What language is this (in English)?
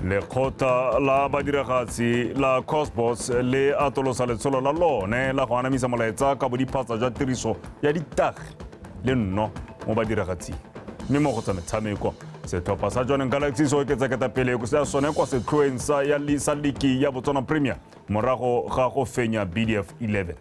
Tswana